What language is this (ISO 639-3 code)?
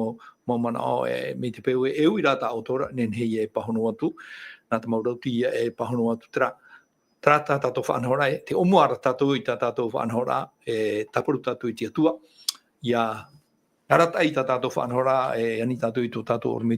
tah